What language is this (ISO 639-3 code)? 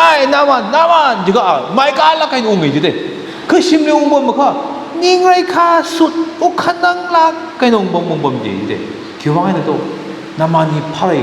nmf